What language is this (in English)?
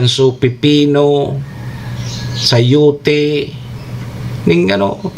Bikol